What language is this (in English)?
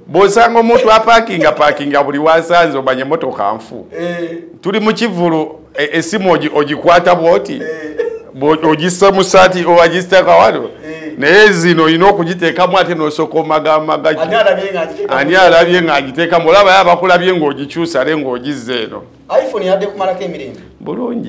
Ganda